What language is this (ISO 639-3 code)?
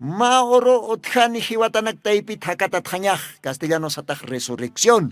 aym